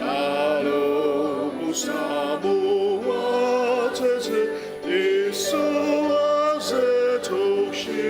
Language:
Ao Naga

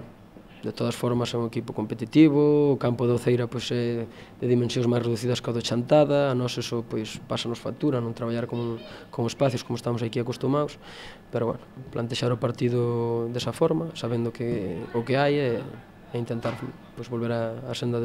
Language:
Galician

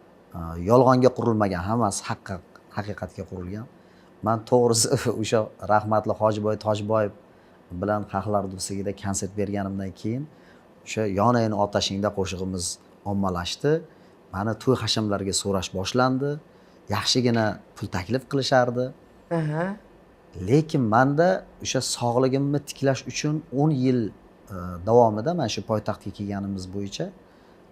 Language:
Uzbek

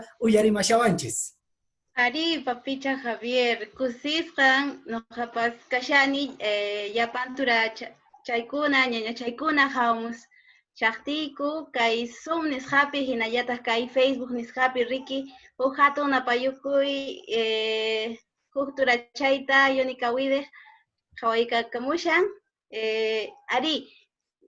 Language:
Quechua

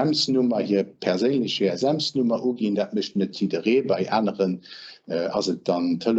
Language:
Luxembourgish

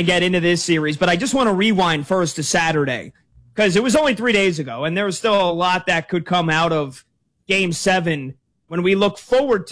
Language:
English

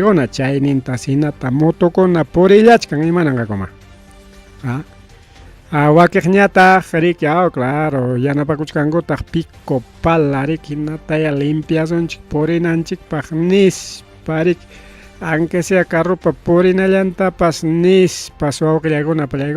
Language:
Ayacucho Quechua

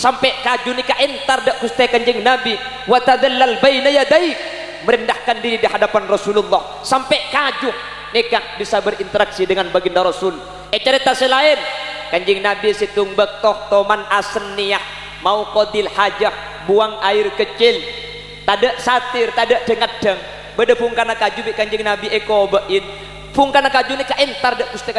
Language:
Madurese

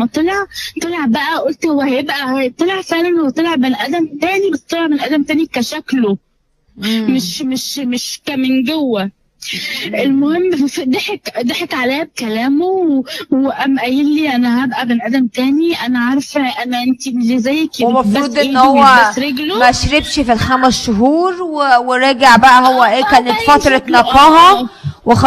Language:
Egyptian Arabic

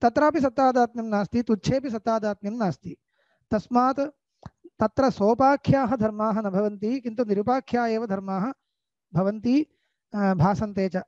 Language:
Sanskrit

